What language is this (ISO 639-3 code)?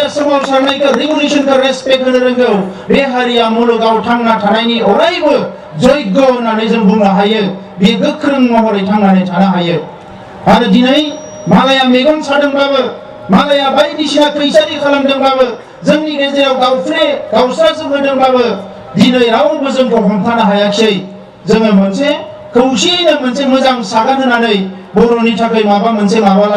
brx